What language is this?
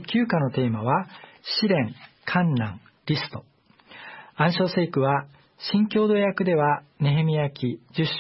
Japanese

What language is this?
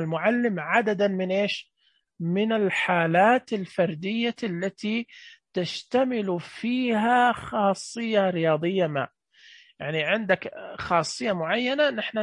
Najdi Arabic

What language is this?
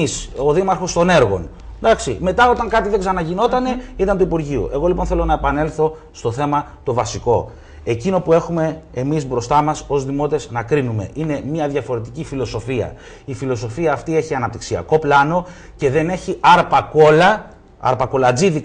Greek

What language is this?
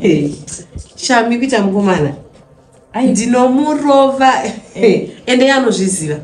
Shona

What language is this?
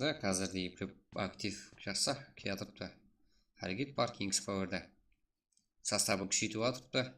Kara-Kalpak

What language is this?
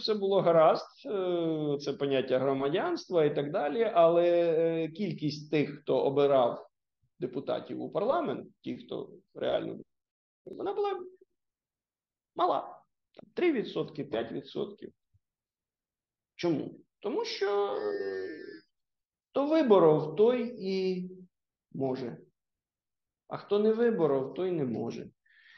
Ukrainian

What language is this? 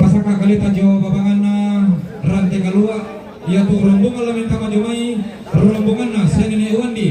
Toraja-Sa'dan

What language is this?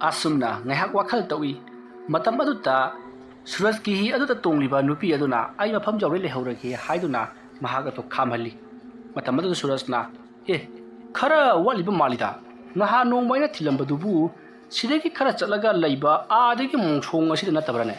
Manipuri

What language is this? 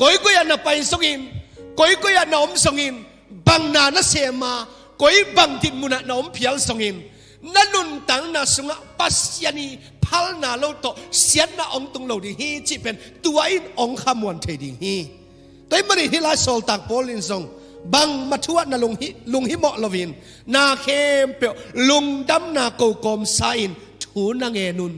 Tedim Chin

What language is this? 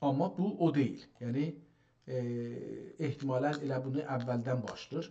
South Azerbaijani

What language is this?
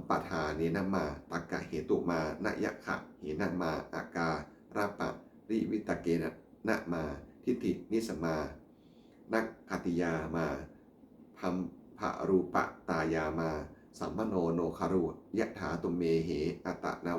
Pali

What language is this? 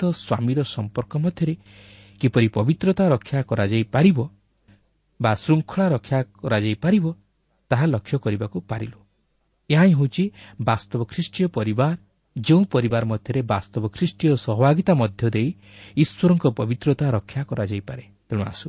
Odia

